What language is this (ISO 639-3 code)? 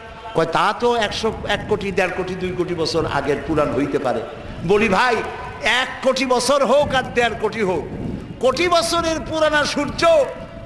ben